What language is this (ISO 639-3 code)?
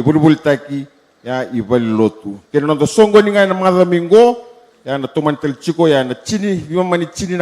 fij